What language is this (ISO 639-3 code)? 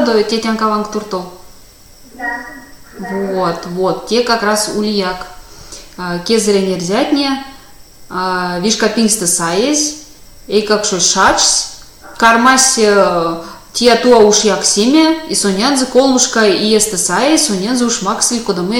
myv